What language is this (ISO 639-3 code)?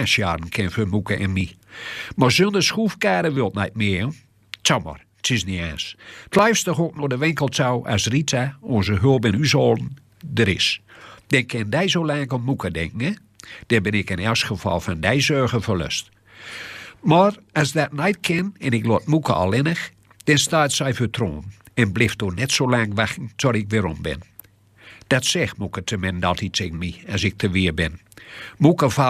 gos